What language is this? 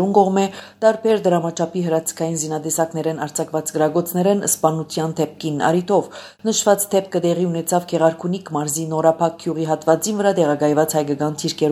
Armenian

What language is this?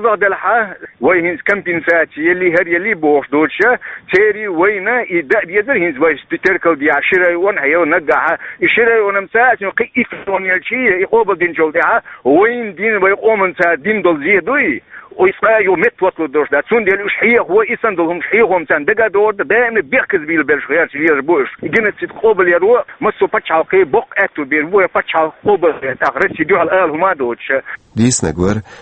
Chechen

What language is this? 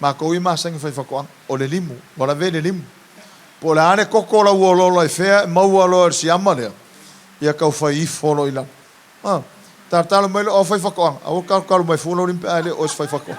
Samoan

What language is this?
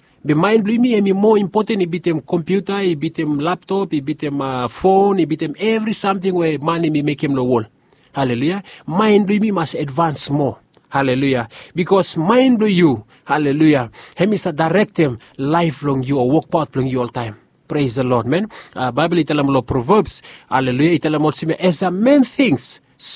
Bislama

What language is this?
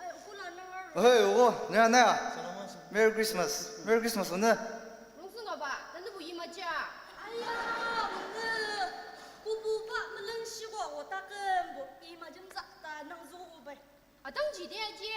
Ao Naga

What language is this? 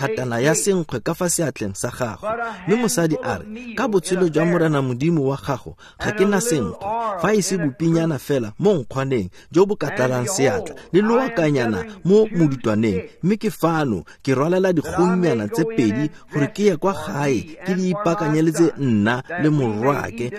Tswana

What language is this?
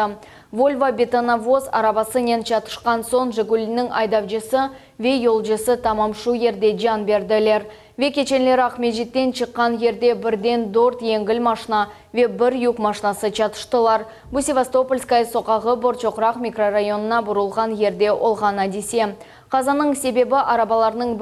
Crimean Tatar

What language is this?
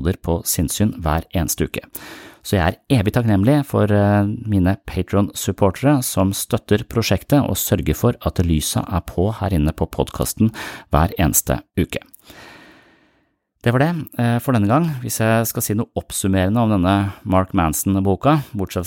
Norwegian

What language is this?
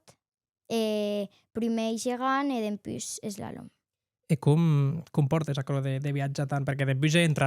Occitan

